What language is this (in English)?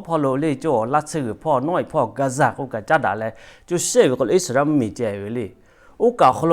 Lahu